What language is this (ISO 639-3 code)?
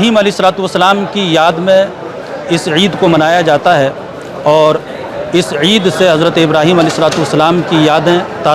kok